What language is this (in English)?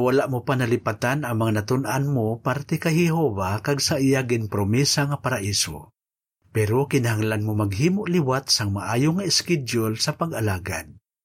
Hiligaynon